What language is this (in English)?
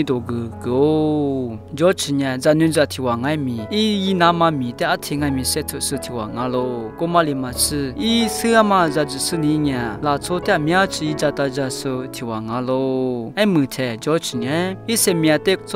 Lisu